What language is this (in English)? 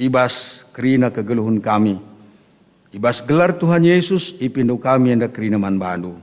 Batak Karo